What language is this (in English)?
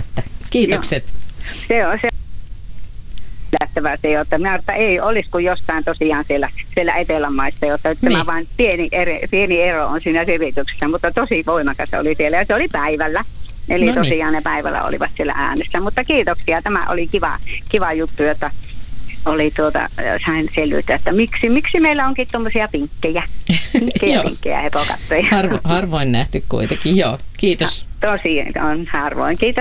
Finnish